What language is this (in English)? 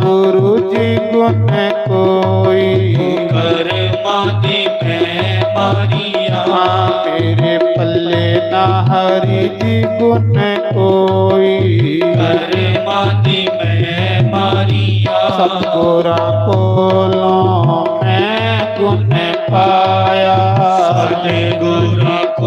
Dogri